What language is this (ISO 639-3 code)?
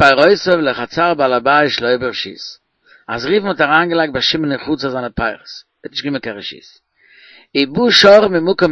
yid